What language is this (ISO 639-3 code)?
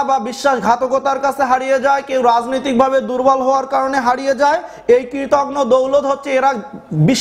ben